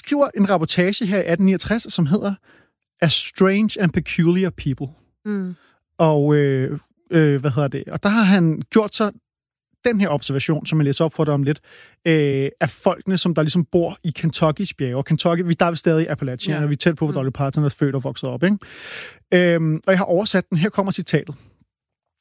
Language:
Danish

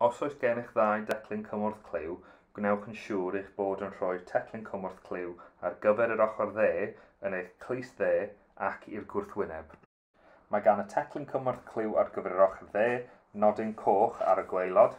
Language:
Welsh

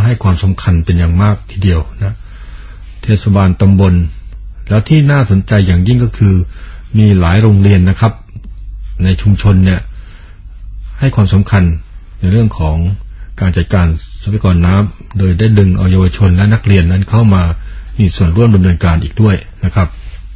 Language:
Thai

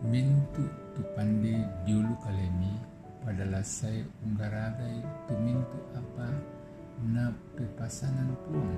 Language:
Toraja-Sa'dan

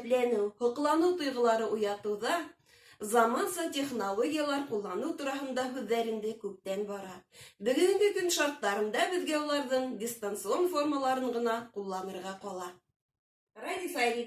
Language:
Bashkir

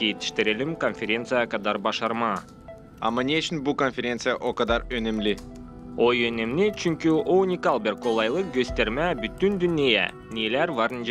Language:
Gagauz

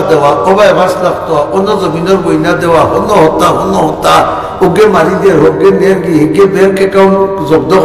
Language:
Sylheti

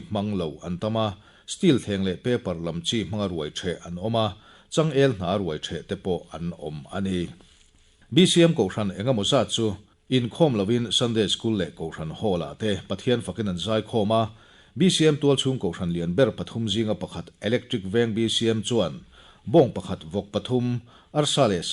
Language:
Mizo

